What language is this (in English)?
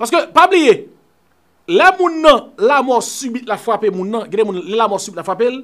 Haitian Creole